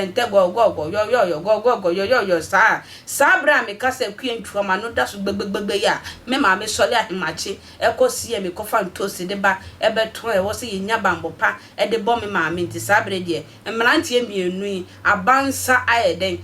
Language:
Akan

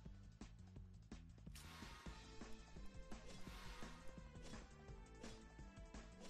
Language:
English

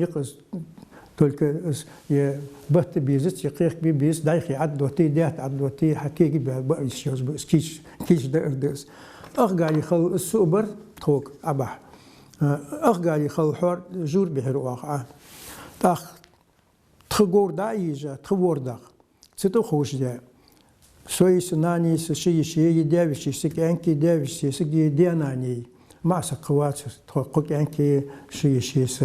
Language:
Ingush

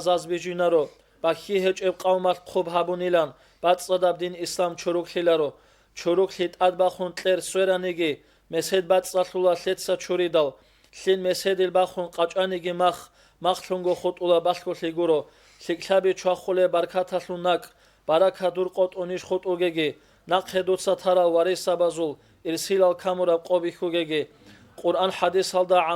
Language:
Avaric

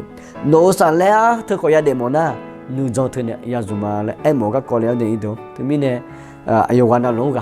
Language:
Akha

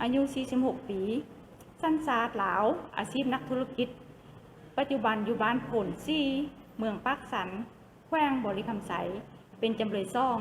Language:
Lao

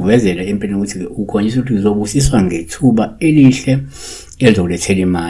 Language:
Zulu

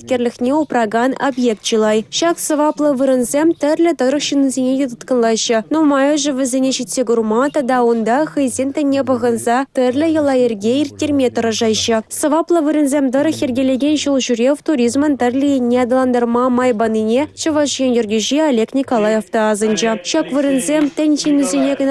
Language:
Chuvash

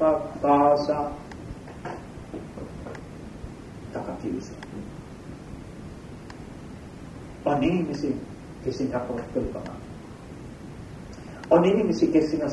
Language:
Estonian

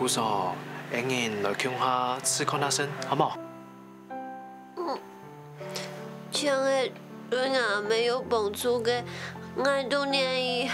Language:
Hakka Chinese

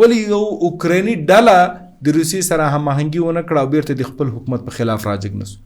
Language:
Pashto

